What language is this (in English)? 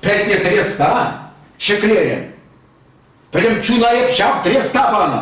Chuvash